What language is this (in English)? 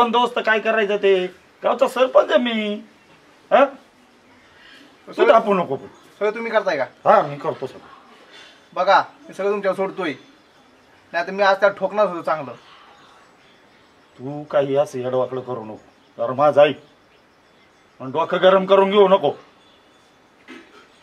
Marathi